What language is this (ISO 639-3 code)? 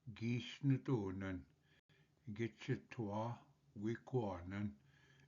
oji